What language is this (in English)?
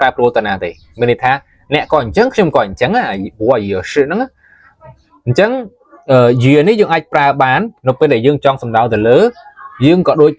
Khmer